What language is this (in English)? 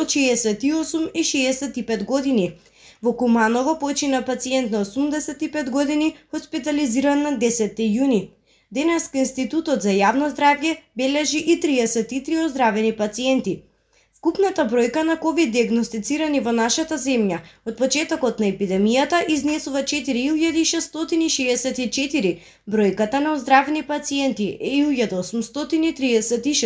Macedonian